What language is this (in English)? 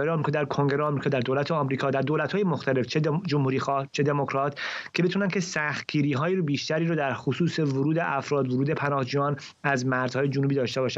Persian